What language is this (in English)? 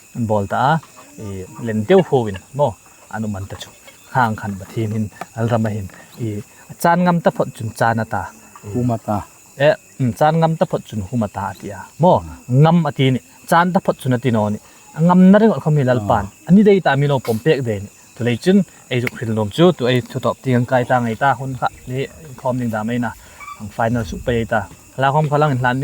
Hmar